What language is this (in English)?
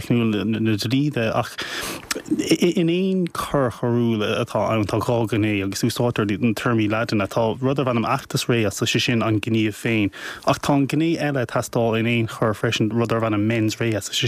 Irish